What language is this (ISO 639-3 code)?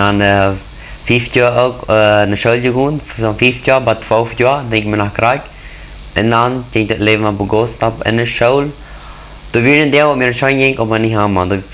pdt